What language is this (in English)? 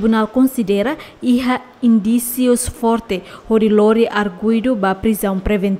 Tetum